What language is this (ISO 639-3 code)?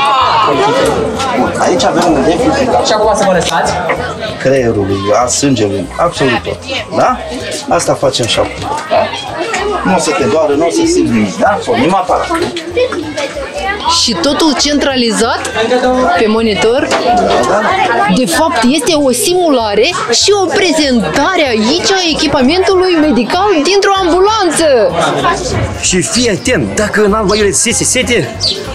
ron